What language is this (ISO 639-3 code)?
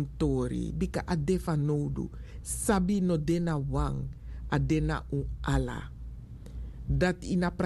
srn